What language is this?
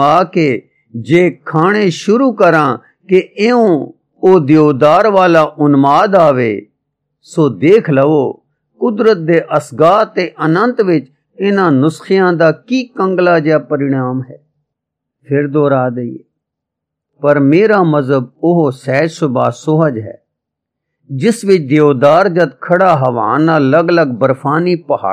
Punjabi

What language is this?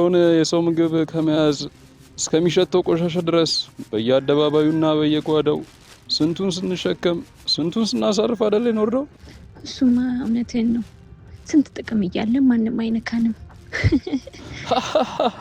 Amharic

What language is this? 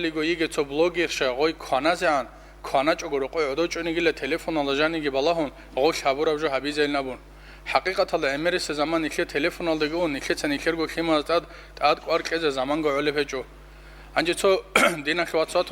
Avaric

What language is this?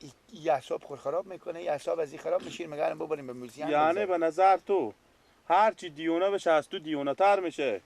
Persian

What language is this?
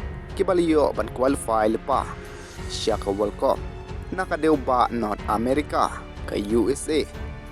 Khasi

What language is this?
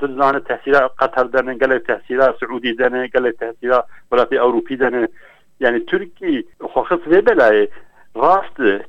Kurdish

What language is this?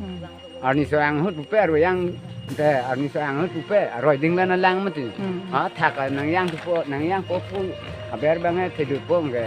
Karbi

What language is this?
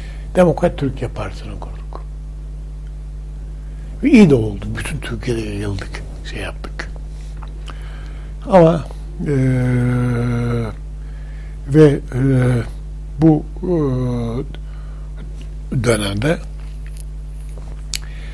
Turkish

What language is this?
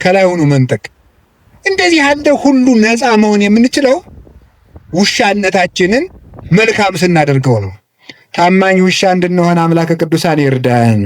Amharic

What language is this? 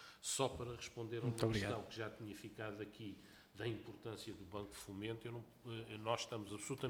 Portuguese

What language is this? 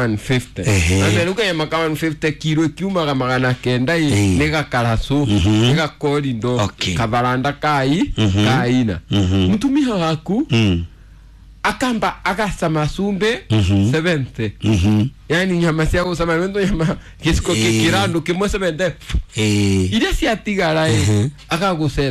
Kikuyu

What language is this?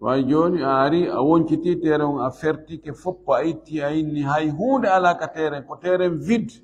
Fula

